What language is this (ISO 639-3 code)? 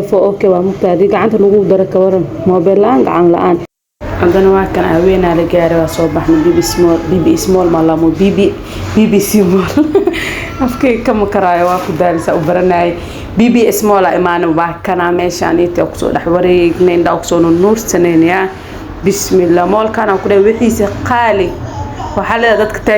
som